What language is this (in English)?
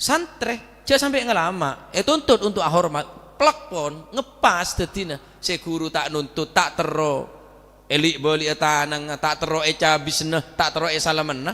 Madurese